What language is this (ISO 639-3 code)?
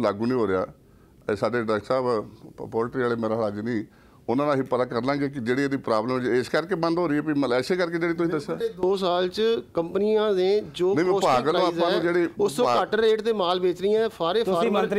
pan